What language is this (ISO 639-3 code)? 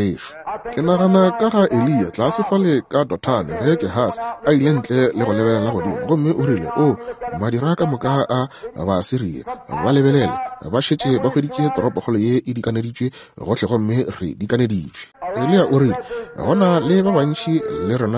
nso